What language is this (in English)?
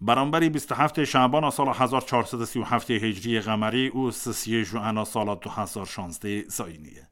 Kurdish